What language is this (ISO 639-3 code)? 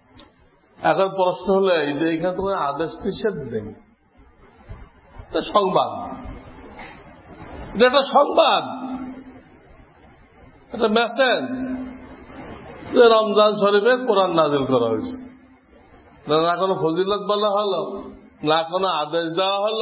ben